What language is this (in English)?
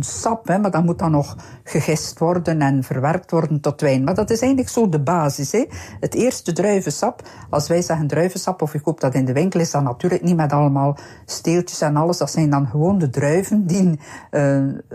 Dutch